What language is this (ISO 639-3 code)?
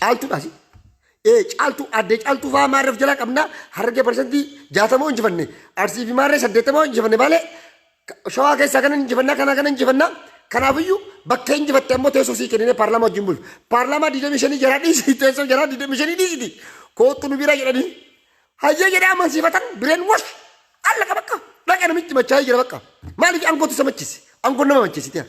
orm